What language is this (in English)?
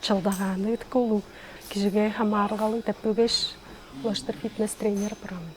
Tuvinian